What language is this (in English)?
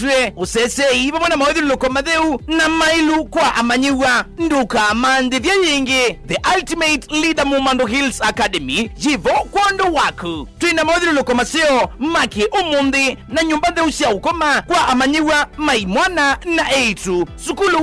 Kamba